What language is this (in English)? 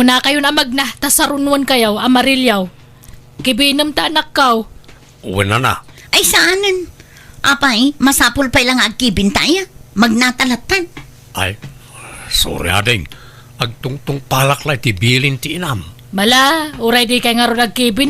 Iloko